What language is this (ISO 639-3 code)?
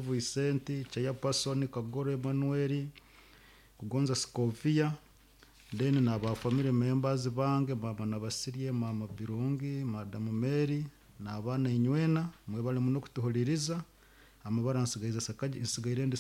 nyo